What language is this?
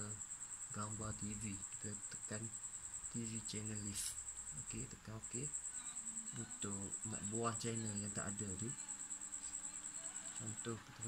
Malay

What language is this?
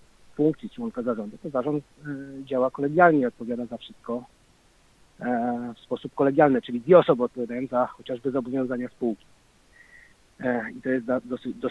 Polish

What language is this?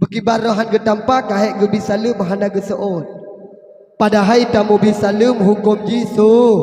Achinese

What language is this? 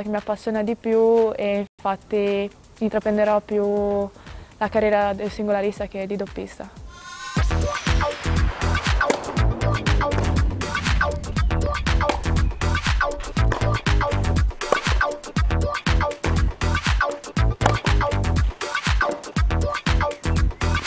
Italian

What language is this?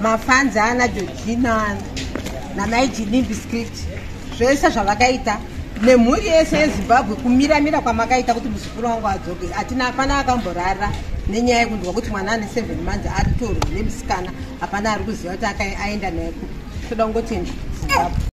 Shona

